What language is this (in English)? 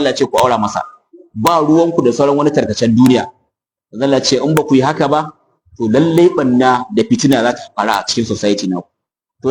Hausa